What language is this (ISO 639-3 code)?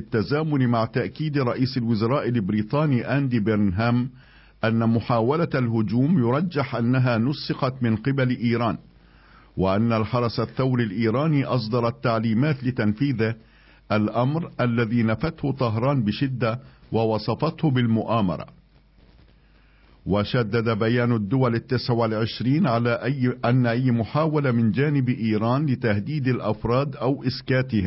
ara